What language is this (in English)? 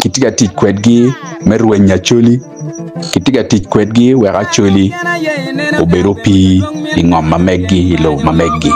Acoli